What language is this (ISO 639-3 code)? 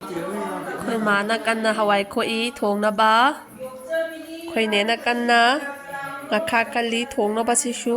mni